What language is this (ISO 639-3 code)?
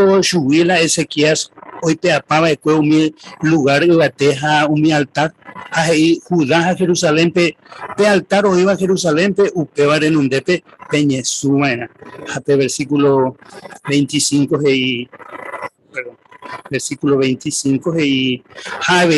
grn